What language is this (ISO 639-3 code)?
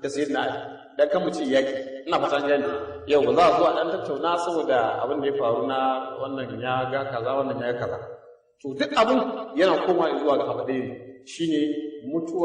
hau